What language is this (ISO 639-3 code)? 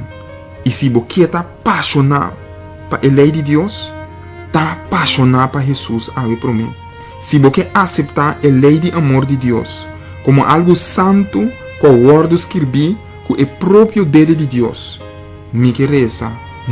pap